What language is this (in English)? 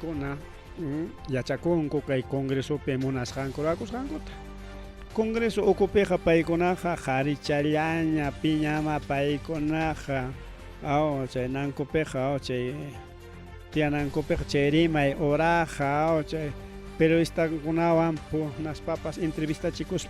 Ayacucho Quechua